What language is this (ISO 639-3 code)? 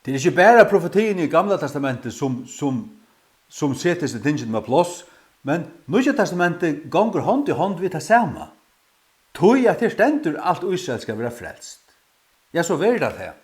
fao